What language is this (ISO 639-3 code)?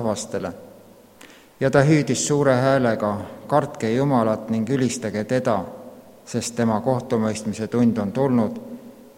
est